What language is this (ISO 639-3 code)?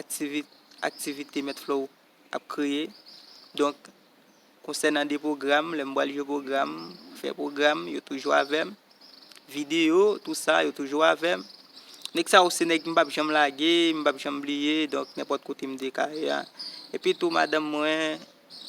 hat